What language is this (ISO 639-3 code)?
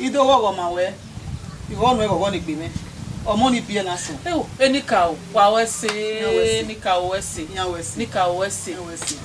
bin